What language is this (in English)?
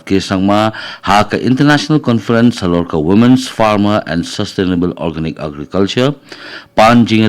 Khasi